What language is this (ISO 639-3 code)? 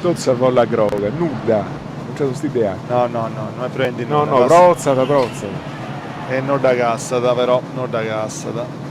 srd